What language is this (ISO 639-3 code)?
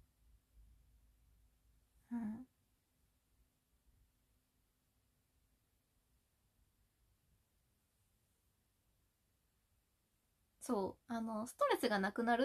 jpn